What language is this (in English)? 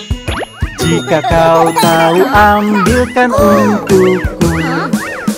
Indonesian